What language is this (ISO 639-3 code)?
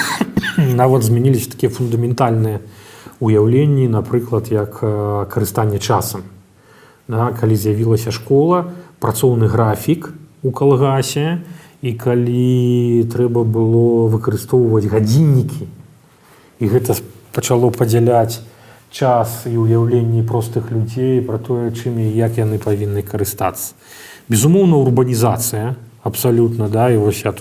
bel